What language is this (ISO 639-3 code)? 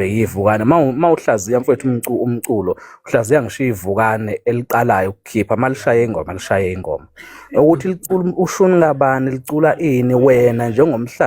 zul